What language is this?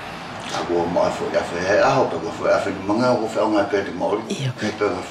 Wallisian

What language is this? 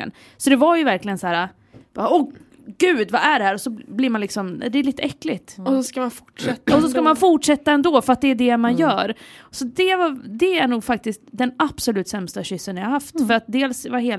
Swedish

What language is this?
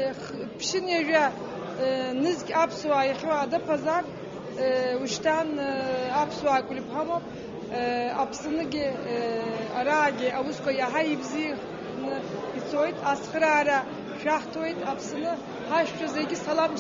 Abkhazian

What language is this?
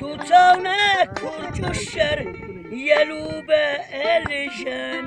Lak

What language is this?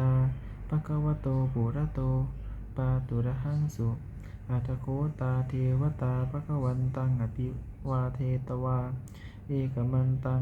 Pali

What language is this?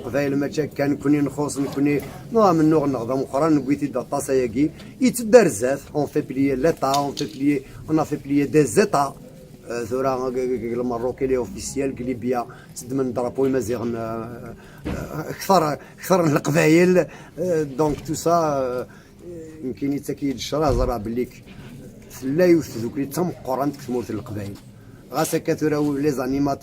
Kabyle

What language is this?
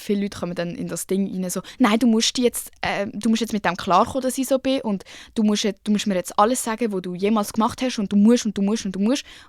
Swiss German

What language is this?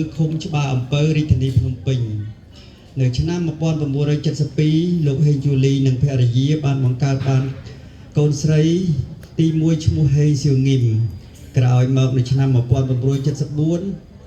Khmer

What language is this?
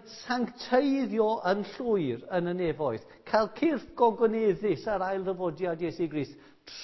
Welsh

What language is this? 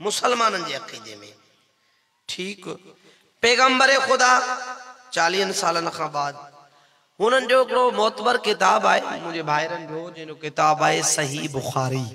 Sindhi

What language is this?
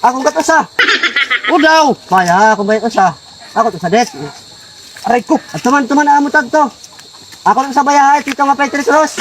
Waray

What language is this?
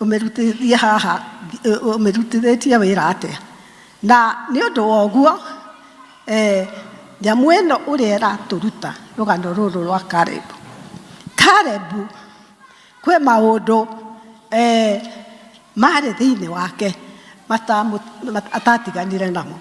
Kikuyu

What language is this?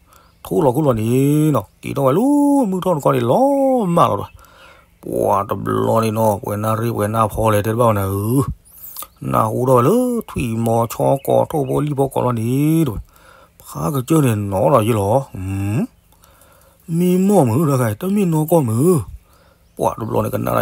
S'gaw Karen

